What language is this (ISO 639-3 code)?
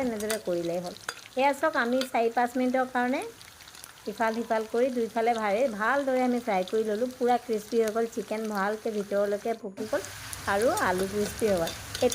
asm